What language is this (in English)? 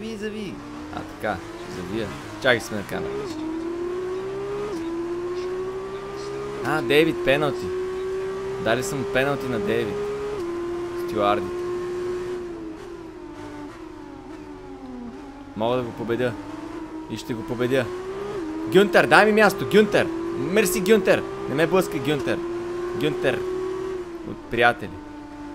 Bulgarian